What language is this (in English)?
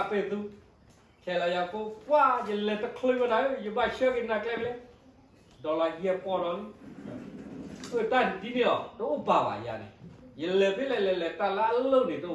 S'gaw Karen